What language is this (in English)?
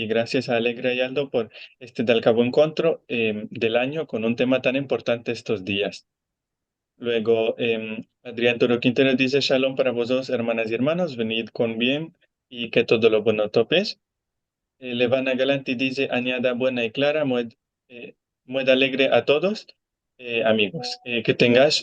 Ladino